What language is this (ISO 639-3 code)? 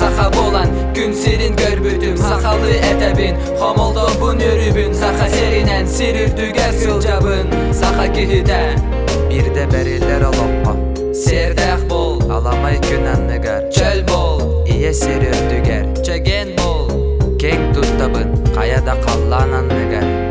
sah